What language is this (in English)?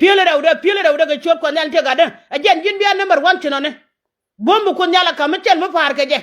Nuer